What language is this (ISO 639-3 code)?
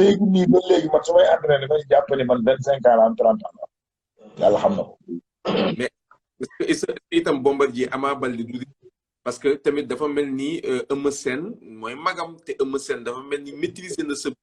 wol